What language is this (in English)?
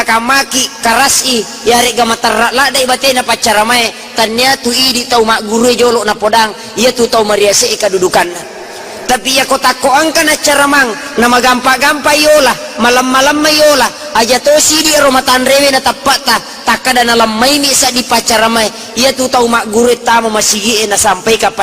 Buginese